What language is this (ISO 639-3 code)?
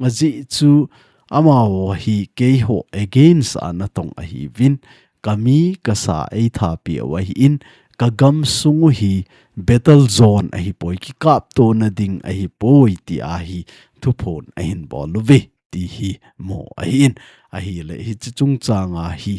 tcz